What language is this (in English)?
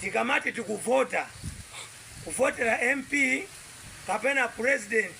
Nyanja